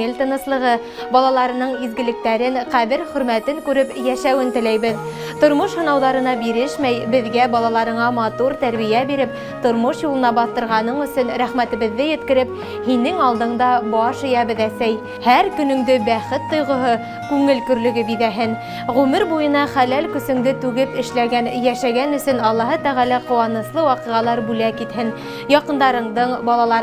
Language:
Bashkir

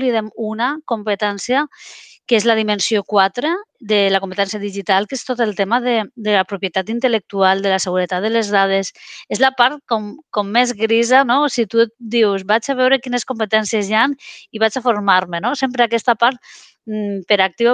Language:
Catalan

